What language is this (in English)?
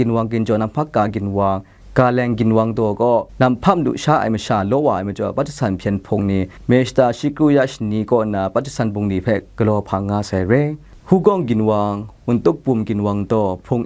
Kachin